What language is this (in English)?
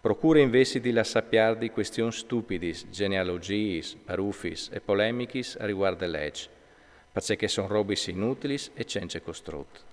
Friulian